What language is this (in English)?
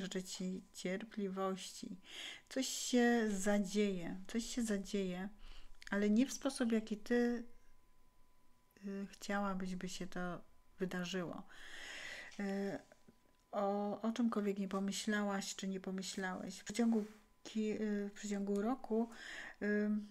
Polish